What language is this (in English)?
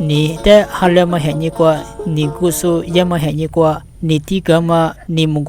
Lisu